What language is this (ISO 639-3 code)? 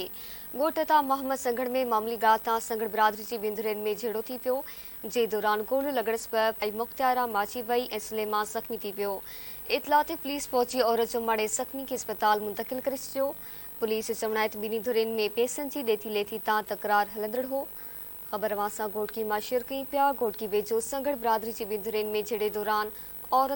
snd